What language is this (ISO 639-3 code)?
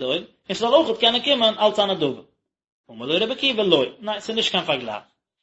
yid